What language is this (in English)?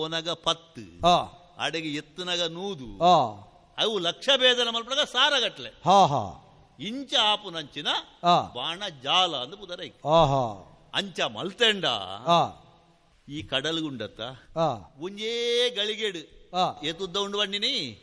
Tulu